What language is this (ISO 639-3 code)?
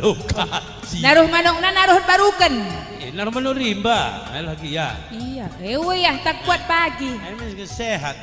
btx